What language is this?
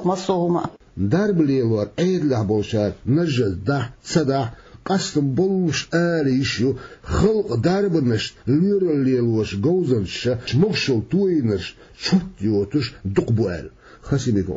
Chechen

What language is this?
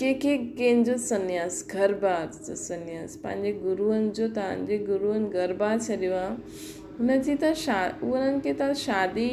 Sindhi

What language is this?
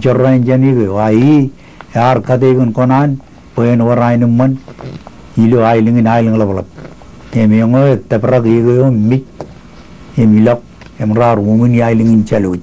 Marshallese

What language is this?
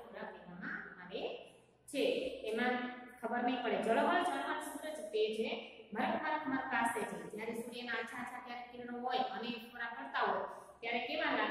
Gujarati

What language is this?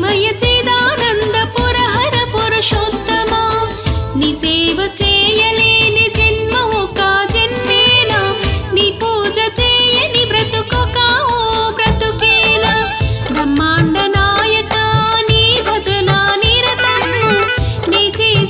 Telugu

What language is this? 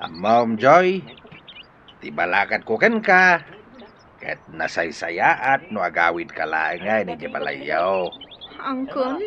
Iloko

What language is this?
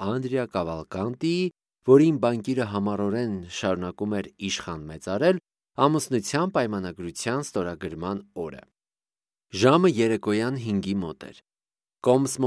Armenian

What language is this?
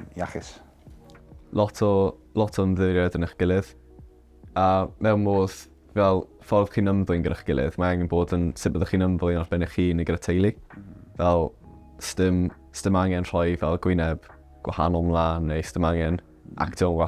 Welsh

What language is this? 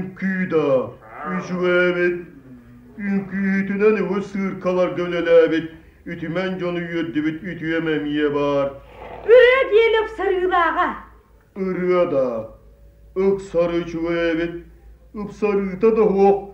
Yakut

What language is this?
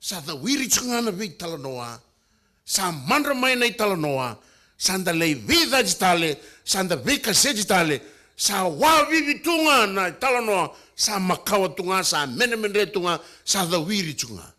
Fijian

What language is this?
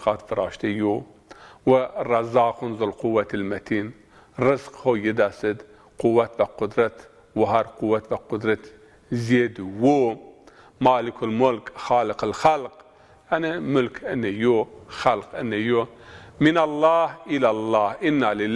Zaza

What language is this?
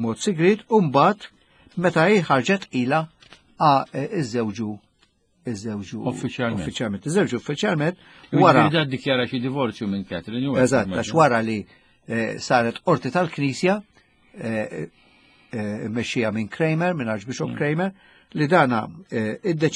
Maltese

